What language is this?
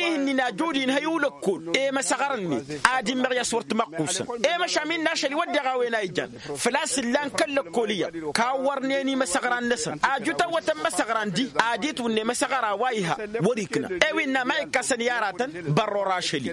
Tamasheq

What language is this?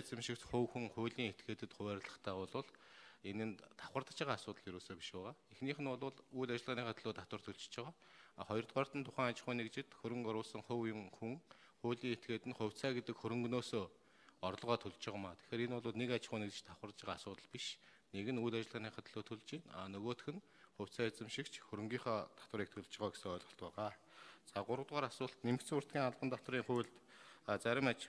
Mongolian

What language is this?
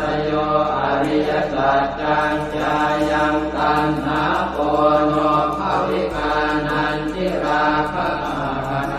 Pali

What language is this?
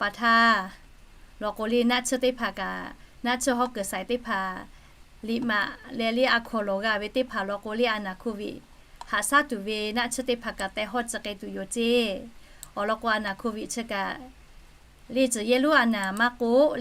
Lahu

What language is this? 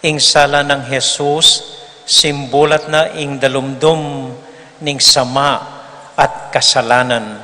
Pampanga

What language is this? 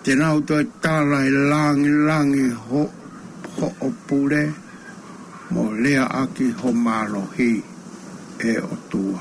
Tongan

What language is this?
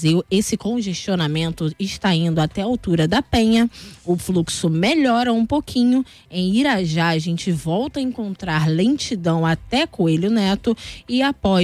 Portuguese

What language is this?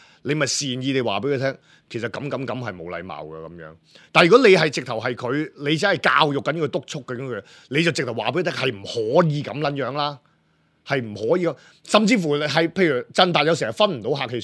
Cantonese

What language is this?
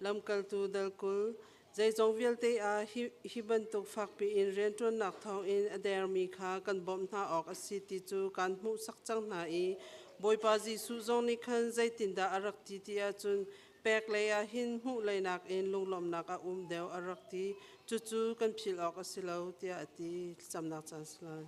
Hakha Chin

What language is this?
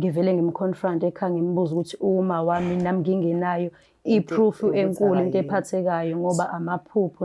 Zulu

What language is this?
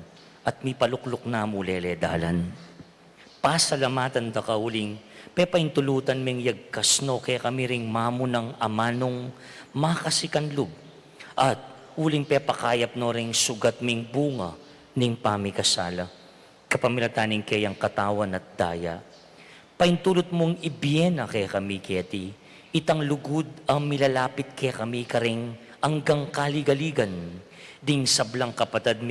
Pampanga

